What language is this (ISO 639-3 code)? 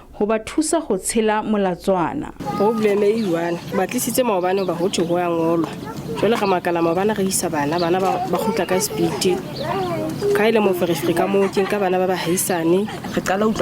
sot